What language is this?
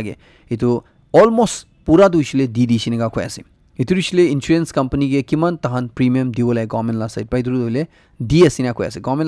Naga Pidgin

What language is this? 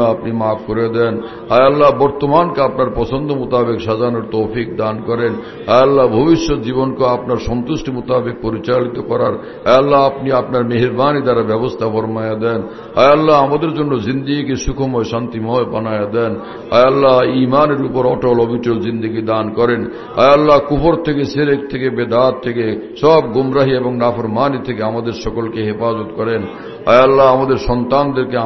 Bangla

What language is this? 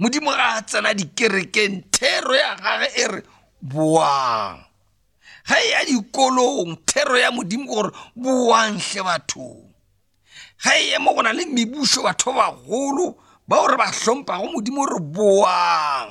Northern Sotho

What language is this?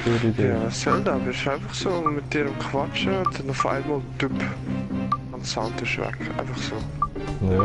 Swiss German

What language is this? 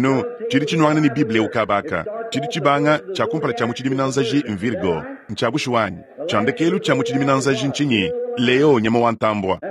Luba-Lulua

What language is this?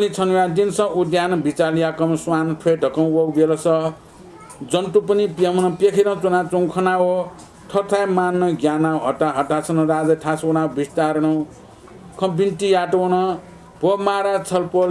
Newari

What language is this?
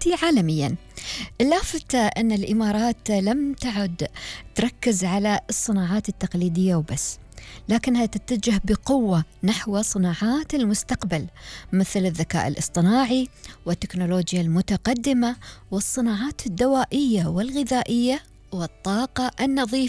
Gulf Arabic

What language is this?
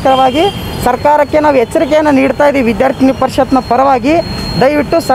Kannada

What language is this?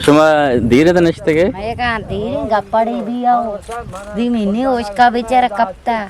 Eastern Balochi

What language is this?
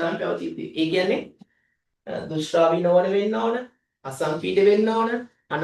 Sinhala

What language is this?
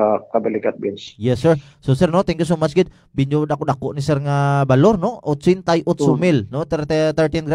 Hiligaynon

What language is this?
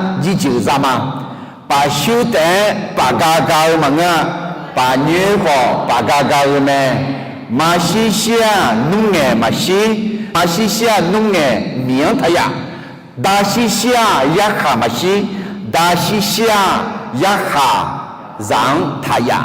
Akha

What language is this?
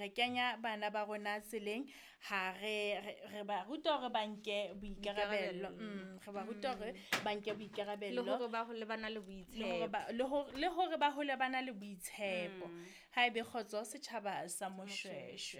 Southern Sotho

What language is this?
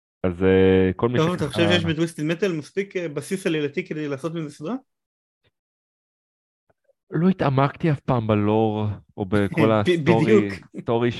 Hebrew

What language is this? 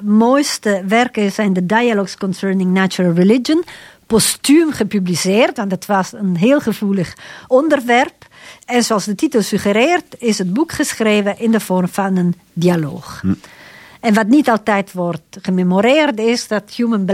Dutch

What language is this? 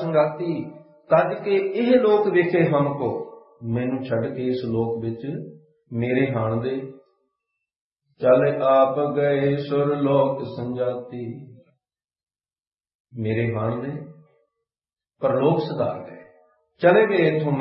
Punjabi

